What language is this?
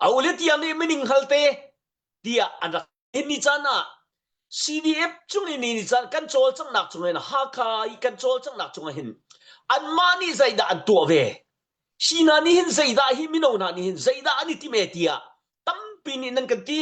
Hakha Chin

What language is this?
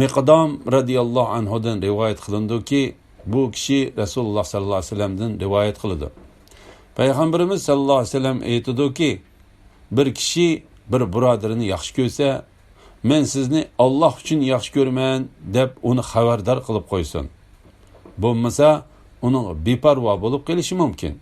Uyghur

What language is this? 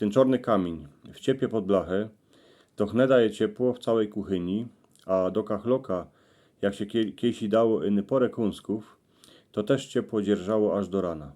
Silesian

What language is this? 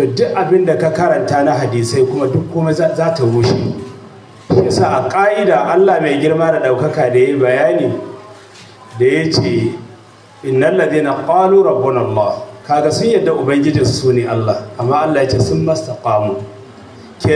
Hausa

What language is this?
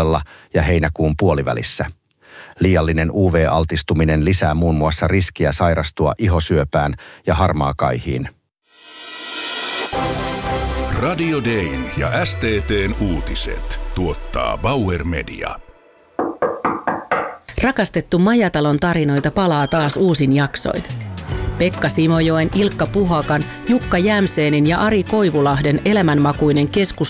Finnish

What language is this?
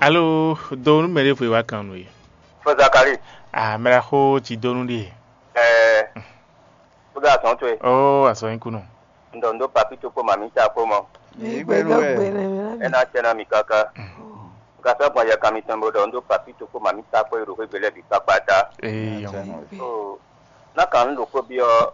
Fon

